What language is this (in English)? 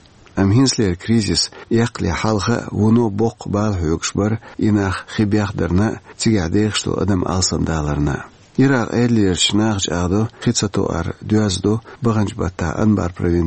Chechen